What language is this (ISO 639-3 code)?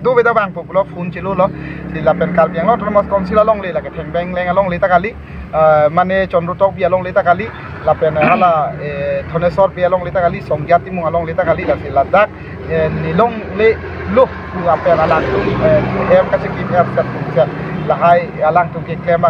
mjw